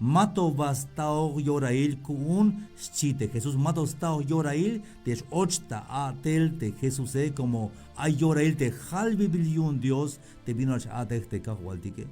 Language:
Tzeltal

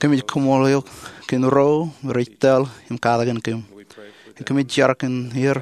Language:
Marshallese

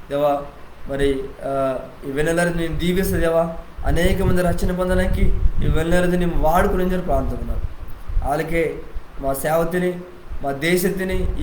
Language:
Koya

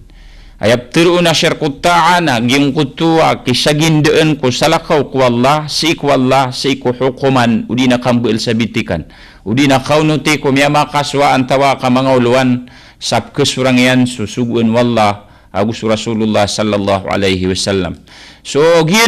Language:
Maranao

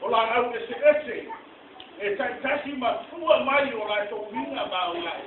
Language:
Samoan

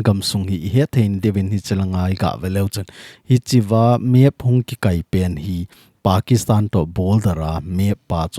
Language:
Thado Chin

